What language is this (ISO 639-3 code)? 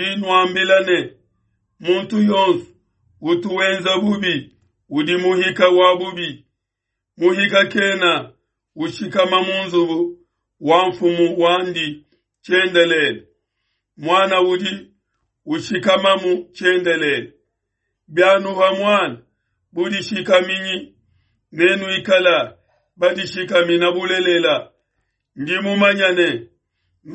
lua